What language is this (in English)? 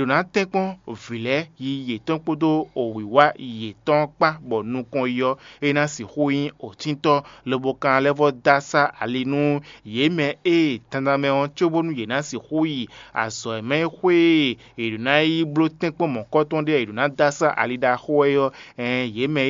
Fon